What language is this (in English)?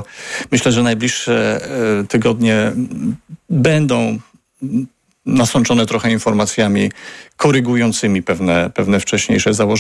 Polish